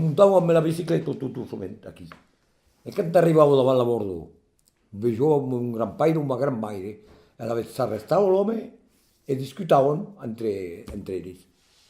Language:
Occitan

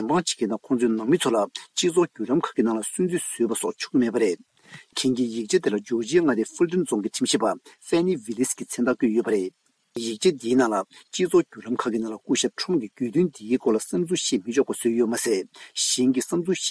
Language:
Tibetan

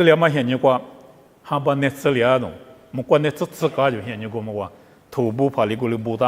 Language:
Lisu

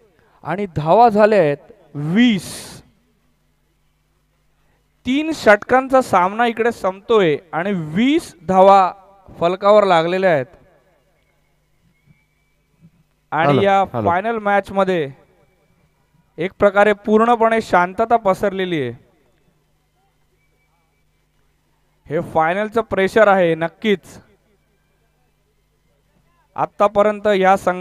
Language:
Marathi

